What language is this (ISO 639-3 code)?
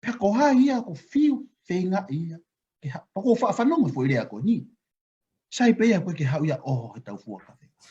ton